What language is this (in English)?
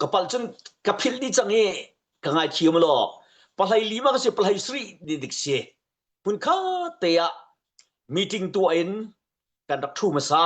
Hakha Chin